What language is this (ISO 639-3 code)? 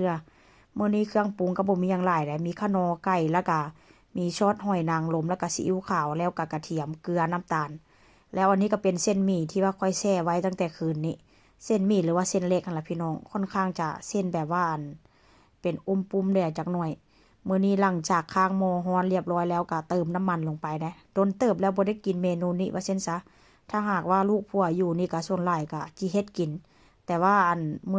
tts